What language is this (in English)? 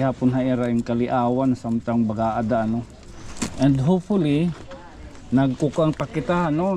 Waray